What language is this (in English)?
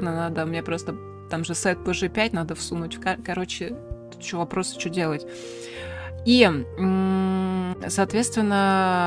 Russian